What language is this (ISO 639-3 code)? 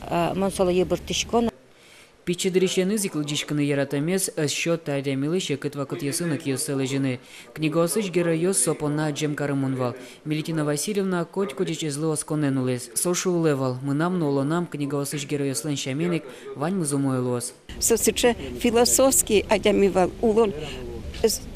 udm